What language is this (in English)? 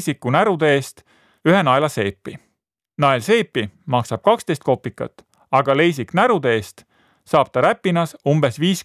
Estonian